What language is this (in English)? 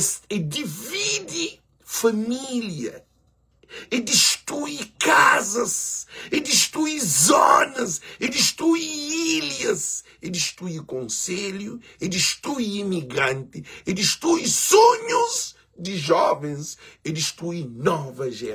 Kabuverdianu